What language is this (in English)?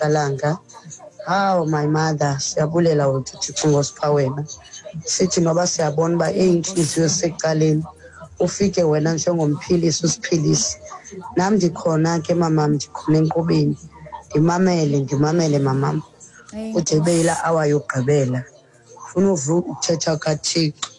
Xhosa